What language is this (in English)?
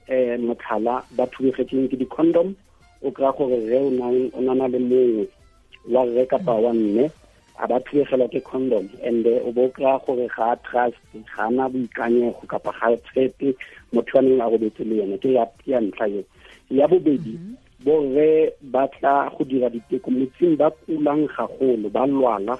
Tswana